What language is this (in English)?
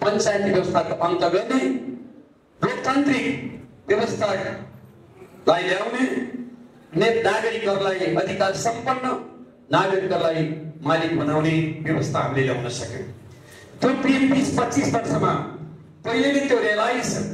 Nepali